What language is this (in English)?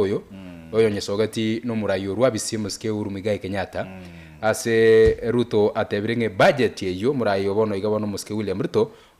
Gusii